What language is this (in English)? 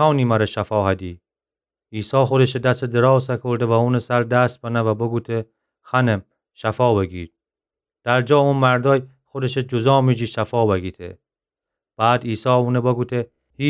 Gilaki